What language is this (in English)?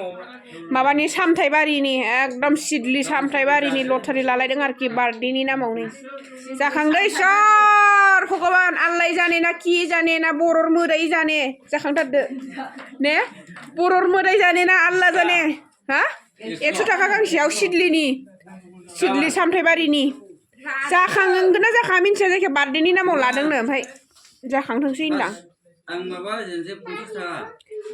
Bodo